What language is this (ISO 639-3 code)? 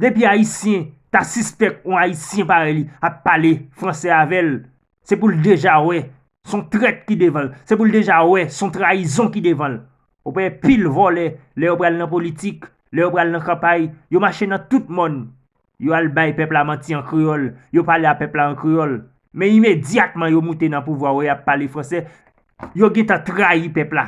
hat